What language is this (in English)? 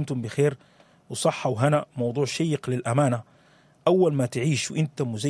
Sudanese Arabic